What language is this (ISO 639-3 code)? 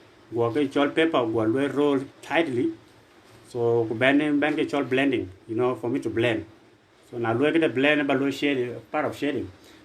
din